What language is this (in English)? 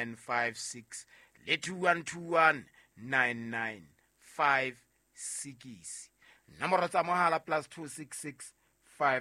Southern Sotho